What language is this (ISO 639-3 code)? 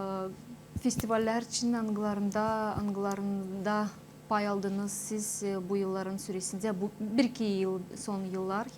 gag